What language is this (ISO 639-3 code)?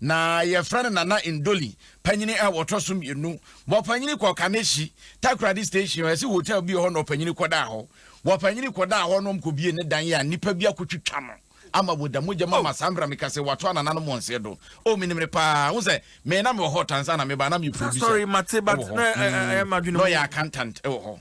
aka